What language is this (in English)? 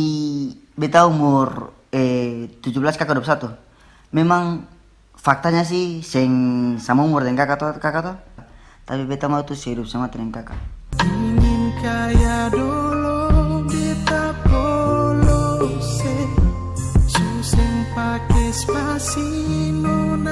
Ambonese Malay